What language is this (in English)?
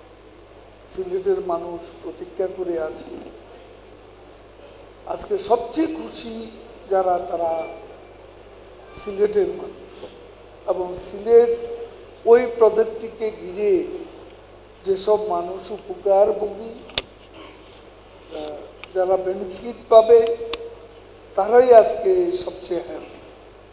Bangla